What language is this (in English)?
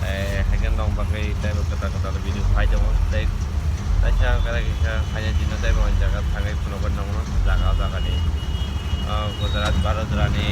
Kok Borok